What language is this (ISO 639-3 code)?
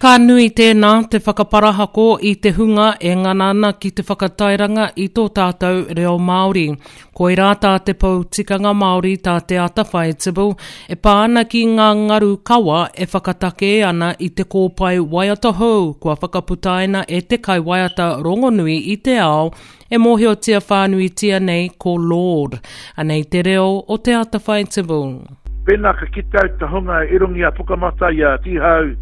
mri